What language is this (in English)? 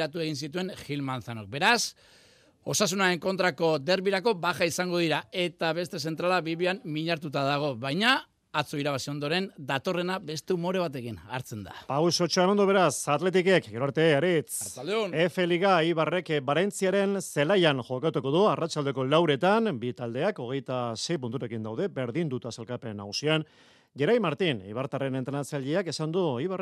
Basque